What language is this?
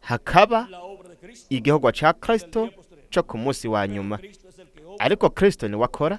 Rundi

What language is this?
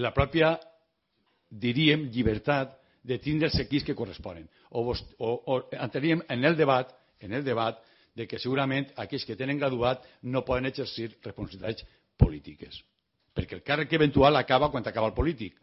Catalan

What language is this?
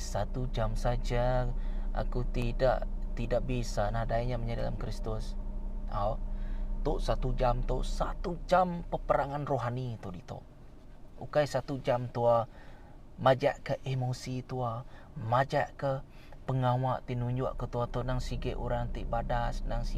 Iban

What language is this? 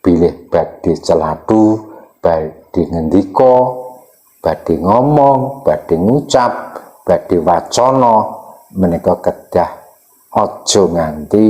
Javanese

